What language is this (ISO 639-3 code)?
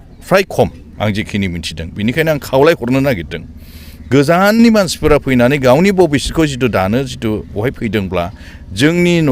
brx